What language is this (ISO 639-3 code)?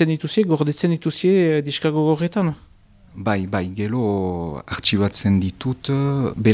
eus